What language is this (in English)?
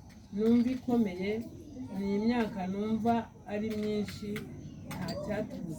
Kinyarwanda